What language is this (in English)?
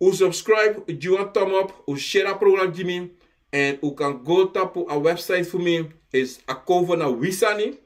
Sranan Tongo